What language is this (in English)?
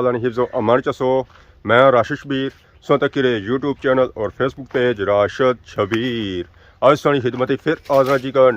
Pahari-Potwari